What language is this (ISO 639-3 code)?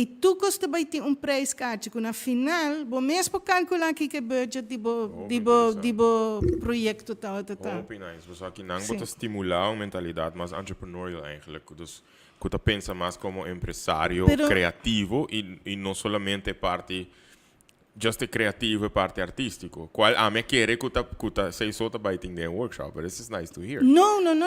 pap